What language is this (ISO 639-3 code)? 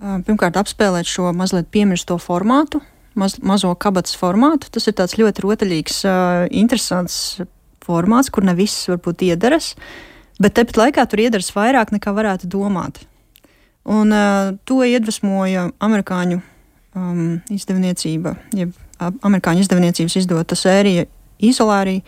lav